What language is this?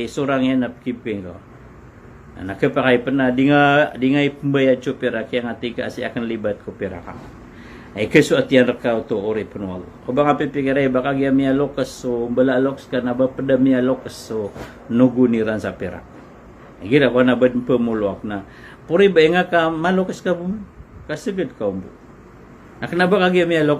Maranao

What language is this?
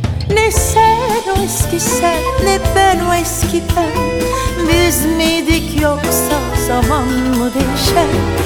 Turkish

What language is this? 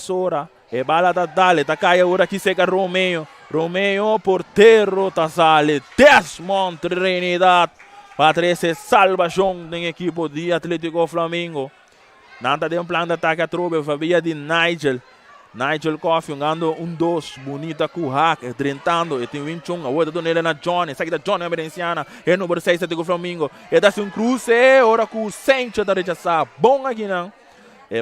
Papiamento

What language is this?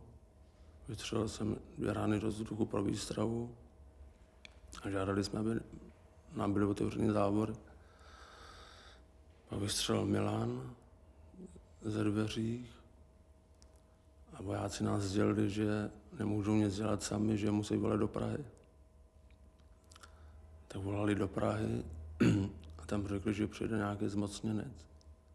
Czech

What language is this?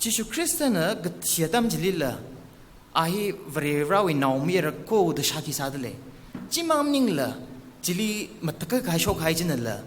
Tangkhul Naga (India)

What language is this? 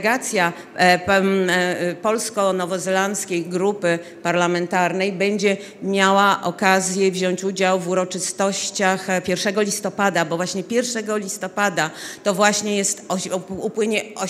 Polish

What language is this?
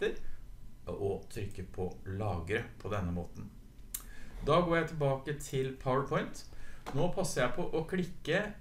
Norwegian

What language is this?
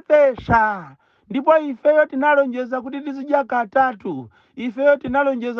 Nyanja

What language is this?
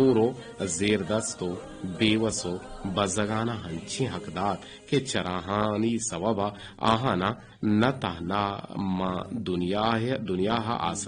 Eastern Balochi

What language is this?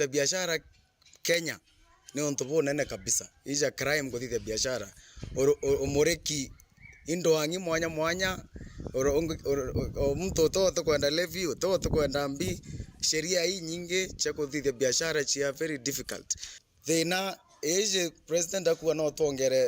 Meru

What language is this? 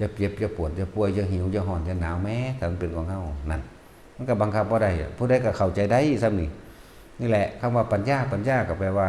Northeastern Thai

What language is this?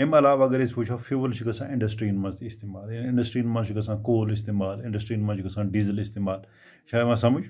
Kashmiri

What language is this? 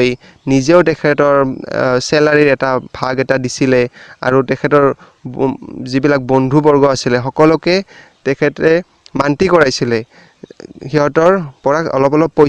Assamese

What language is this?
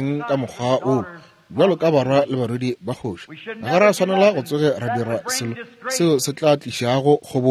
Northern Sotho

